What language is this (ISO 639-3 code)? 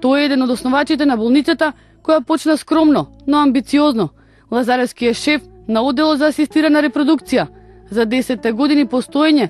mkd